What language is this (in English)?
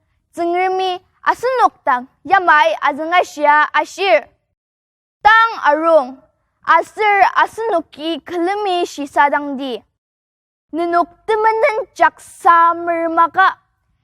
Ao Naga